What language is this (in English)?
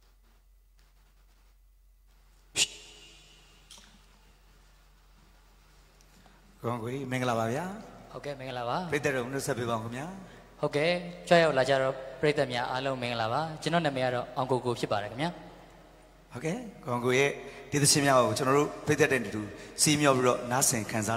Burmese